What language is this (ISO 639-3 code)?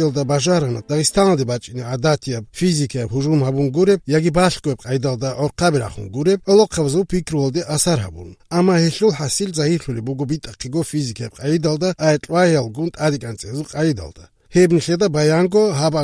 ava